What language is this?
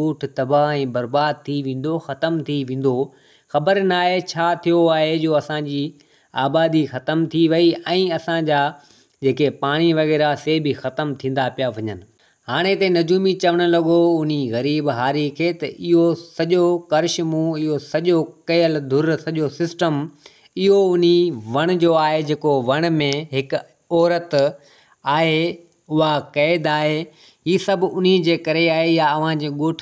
Sindhi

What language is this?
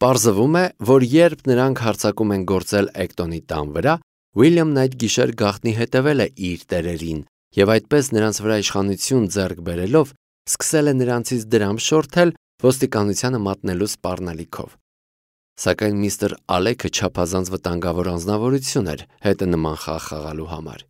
Armenian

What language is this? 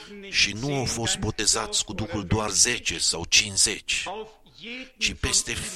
Romanian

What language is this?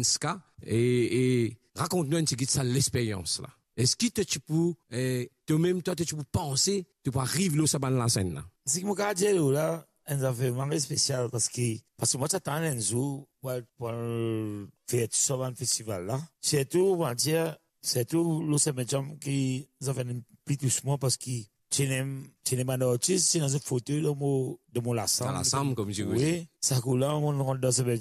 Morisyen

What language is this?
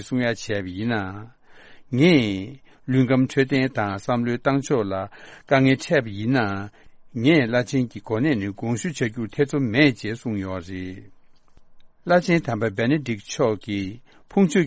Tibetan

